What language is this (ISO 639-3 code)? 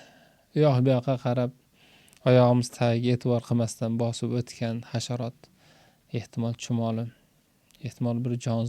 uzb